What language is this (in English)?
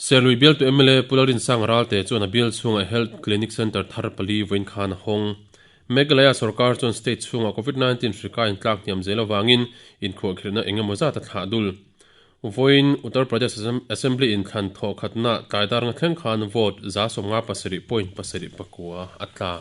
Mizo